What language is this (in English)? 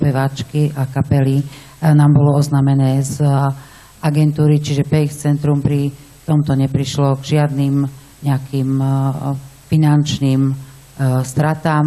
Slovak